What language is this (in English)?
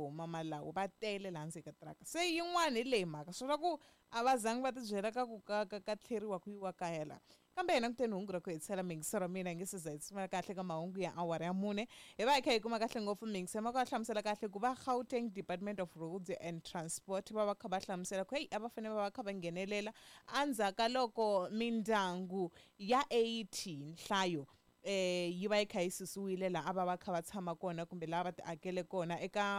Tsonga